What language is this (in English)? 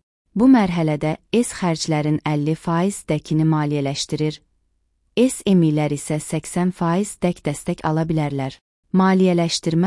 Azerbaijani